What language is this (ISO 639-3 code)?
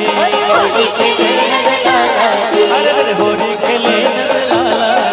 hne